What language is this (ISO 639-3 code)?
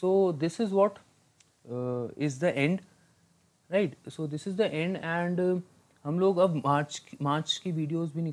hin